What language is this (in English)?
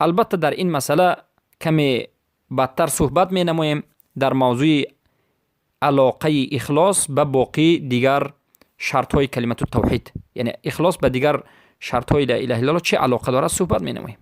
Persian